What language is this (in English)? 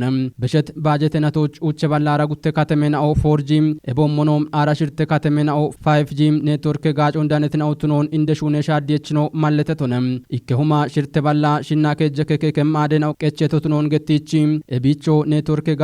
Kafa